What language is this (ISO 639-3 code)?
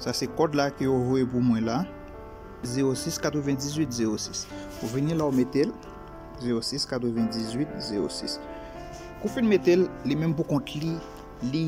hat